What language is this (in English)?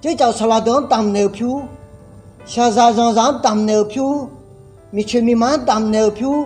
Akha